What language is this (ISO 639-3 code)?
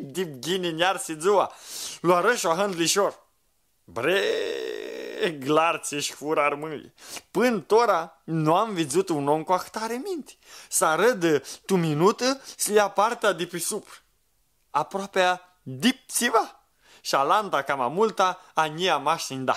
rup